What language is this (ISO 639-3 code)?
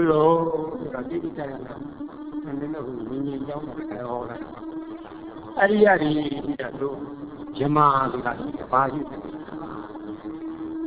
mya